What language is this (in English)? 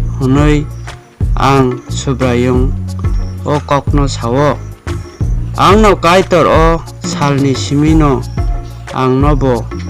Kok Borok